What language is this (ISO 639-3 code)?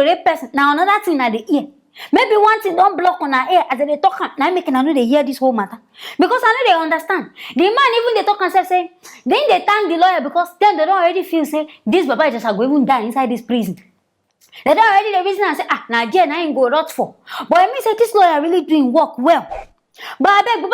pcm